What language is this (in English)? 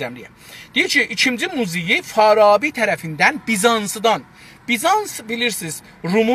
South Azerbaijani